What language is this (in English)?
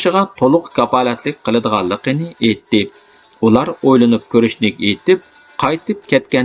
Uyghur